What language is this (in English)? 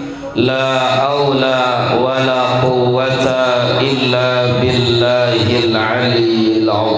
Sasak